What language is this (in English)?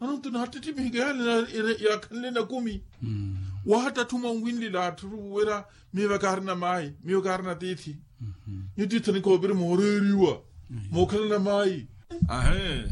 Makhuwa